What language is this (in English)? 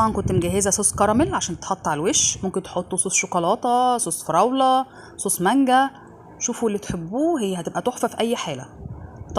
Egyptian Arabic